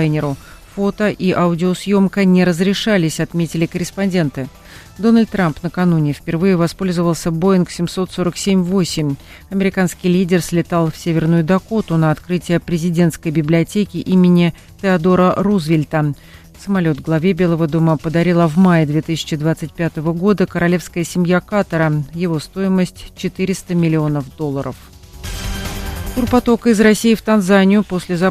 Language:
Russian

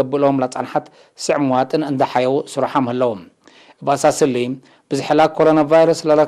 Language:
Tigre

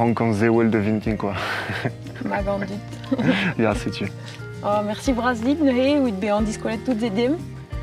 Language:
Breton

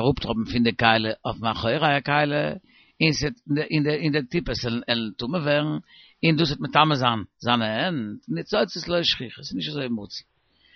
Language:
Yiddish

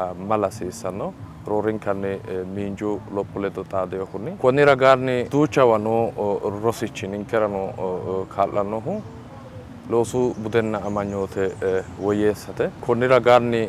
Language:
Sidamo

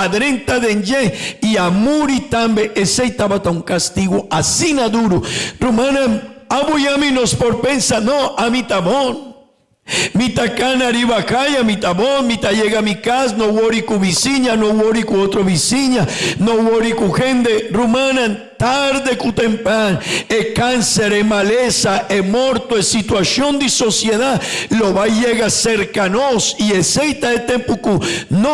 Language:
Papiamento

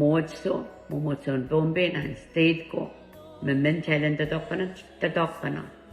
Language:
Pohnpeian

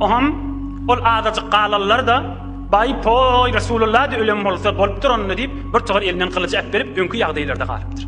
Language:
Turkmen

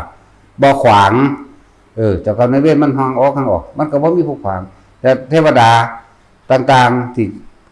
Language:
Northeastern Thai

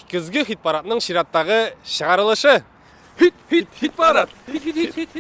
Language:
Tatar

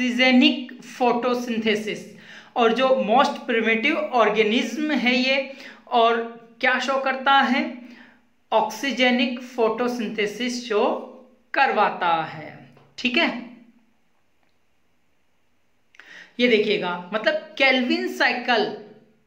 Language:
Hindi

